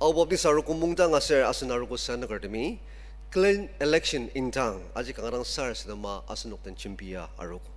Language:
Ao Naga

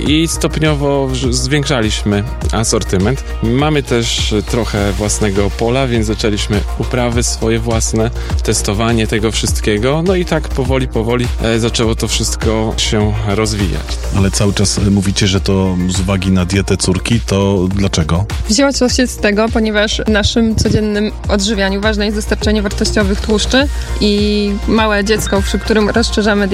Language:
Polish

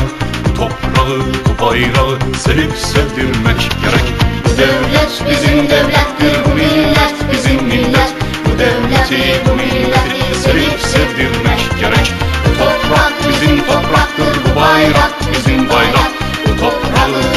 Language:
South Azerbaijani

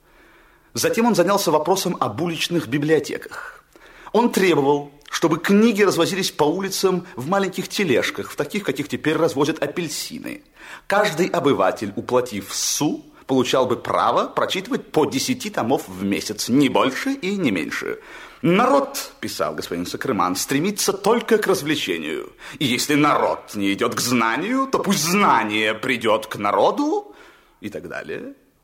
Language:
Russian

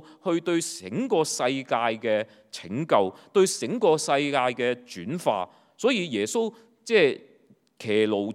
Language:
Cantonese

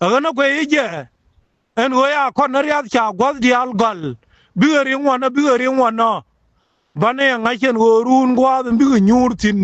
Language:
Nuer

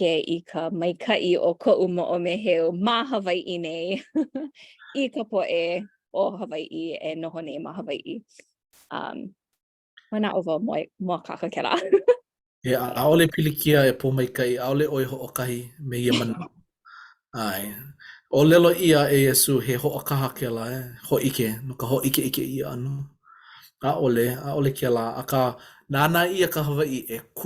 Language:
Hawaiian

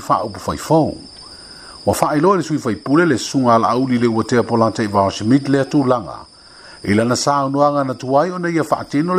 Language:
Samoan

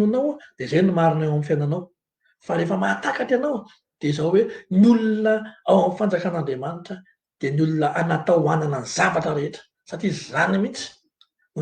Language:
Malagasy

